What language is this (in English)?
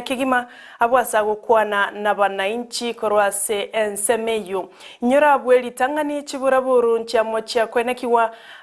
Gusii